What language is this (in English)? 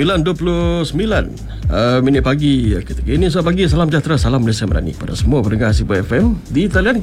Malay